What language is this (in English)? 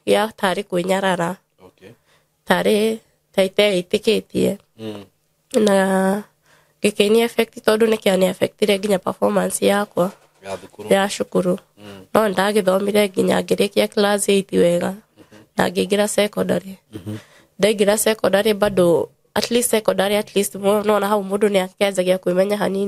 Kikuyu